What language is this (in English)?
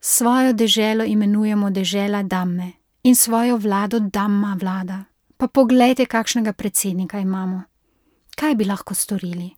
Slovenian